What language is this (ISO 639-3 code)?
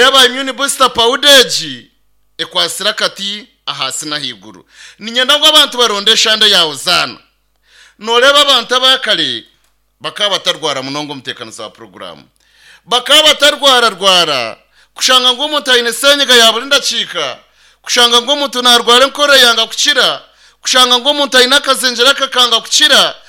nyn